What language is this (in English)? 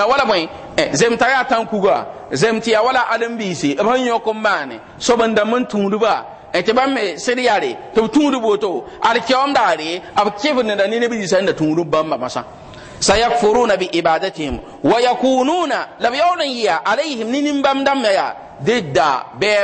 Mossi